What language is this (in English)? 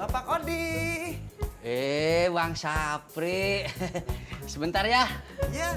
Betawi